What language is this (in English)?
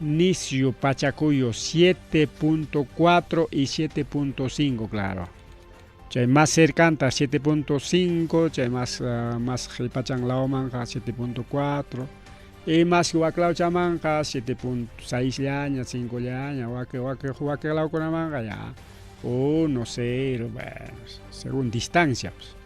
Ayacucho Quechua